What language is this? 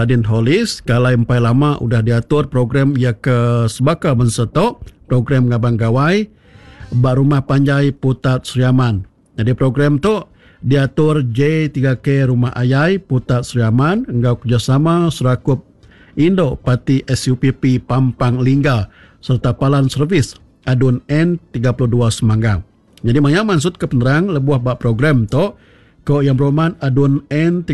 Iban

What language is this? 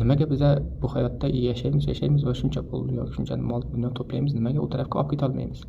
Uzbek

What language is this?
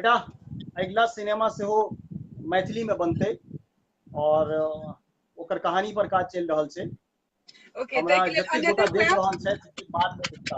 Maithili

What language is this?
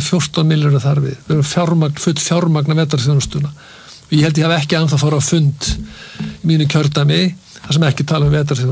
Icelandic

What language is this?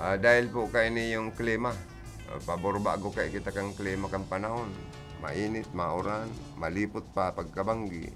Bikol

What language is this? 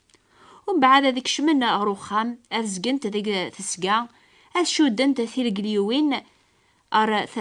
Kabyle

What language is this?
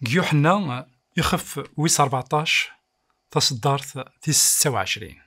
Kabyle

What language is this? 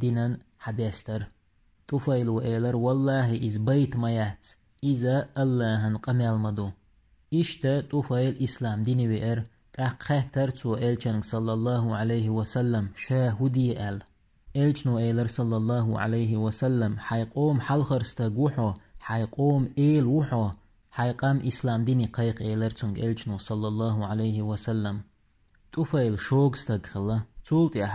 Chechen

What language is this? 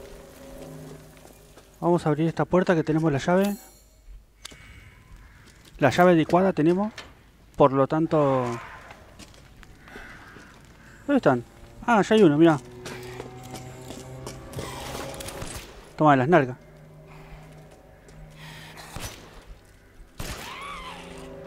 Spanish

